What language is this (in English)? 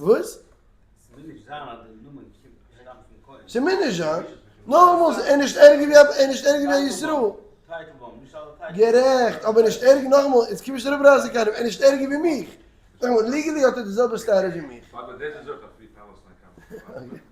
Yiddish